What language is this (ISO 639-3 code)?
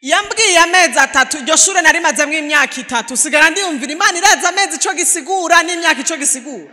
run